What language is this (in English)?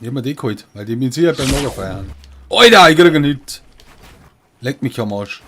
Bavarian